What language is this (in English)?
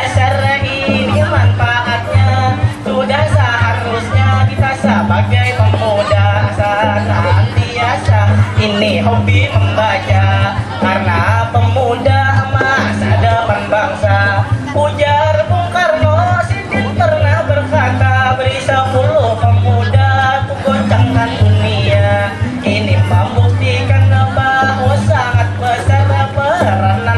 Banjar